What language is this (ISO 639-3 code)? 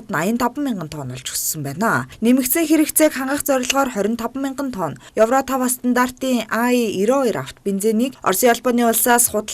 mon